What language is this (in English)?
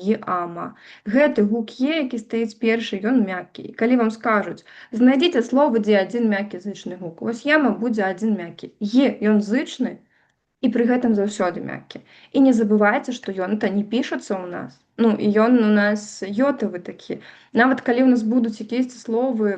Belarusian